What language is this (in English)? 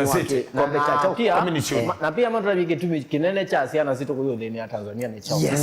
Kamba